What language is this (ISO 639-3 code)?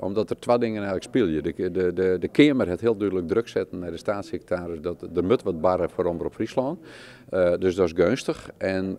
fry